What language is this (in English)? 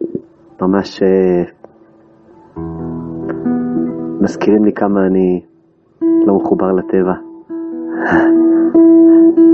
Hebrew